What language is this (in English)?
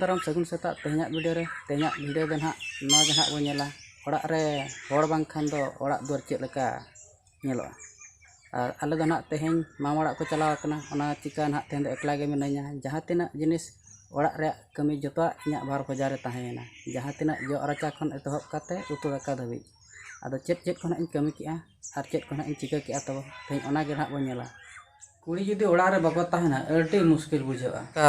Santali